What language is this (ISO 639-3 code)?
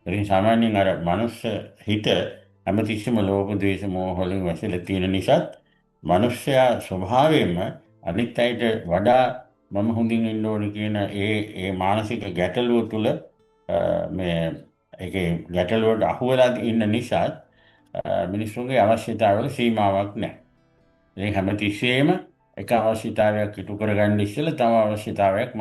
sin